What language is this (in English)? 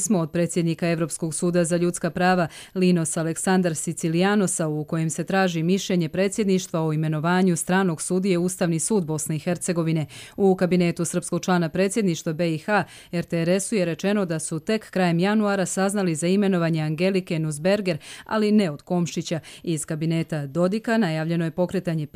Bosnian